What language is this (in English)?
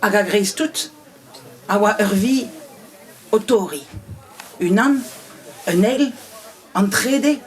Breton